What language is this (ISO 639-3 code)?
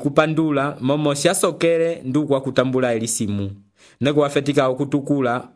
umb